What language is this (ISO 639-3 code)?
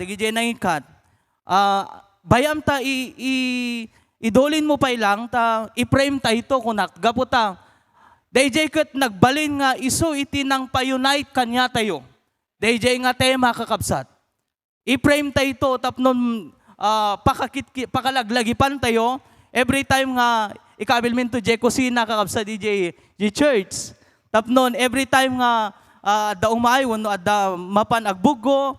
ilo